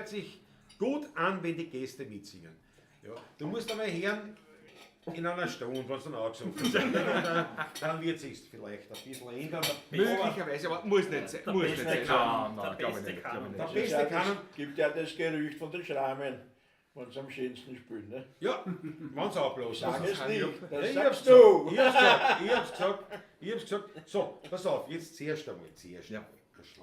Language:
Bavarian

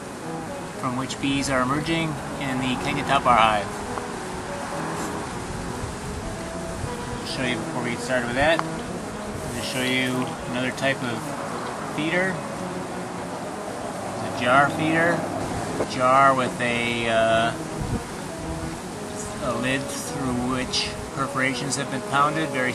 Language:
English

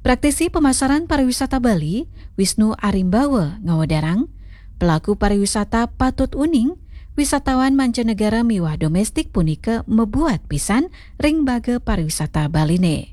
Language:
Balinese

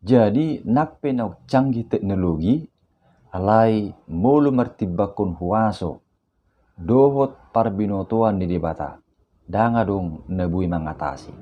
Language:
Batak Toba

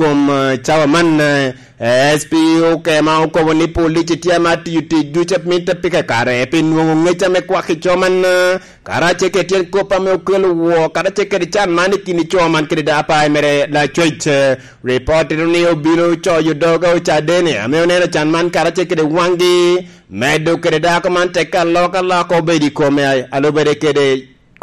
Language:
Lango (Uganda)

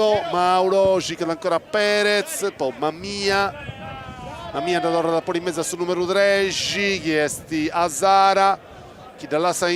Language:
Sardinian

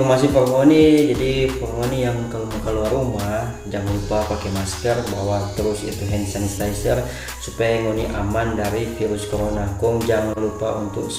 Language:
Manado Malay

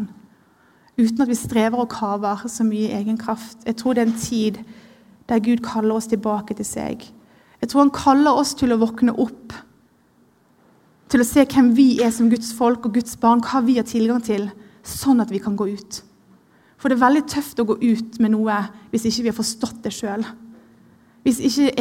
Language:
Norwegian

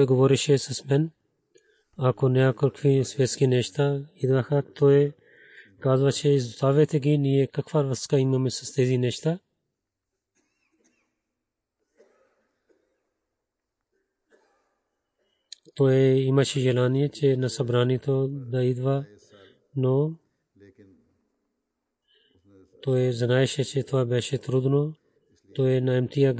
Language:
Bulgarian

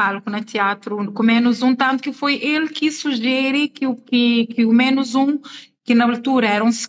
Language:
Kabuverdianu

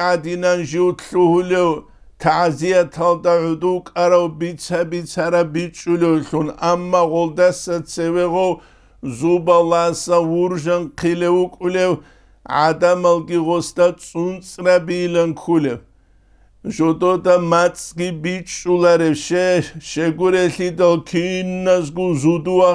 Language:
Avaric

